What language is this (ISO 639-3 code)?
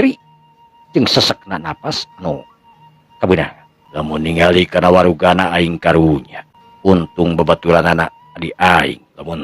sun